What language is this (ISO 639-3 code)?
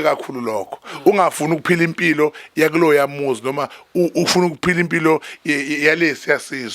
zul